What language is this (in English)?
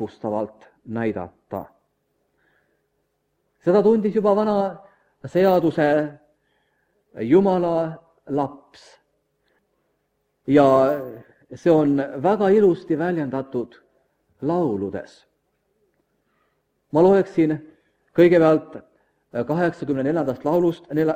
Estonian